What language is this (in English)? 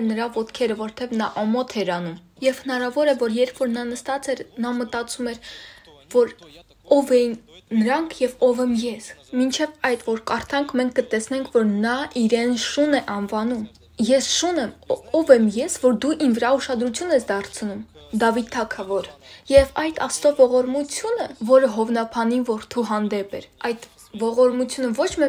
Armenian